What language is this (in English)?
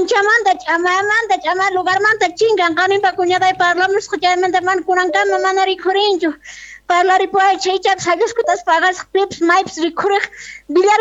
South Bolivian Quechua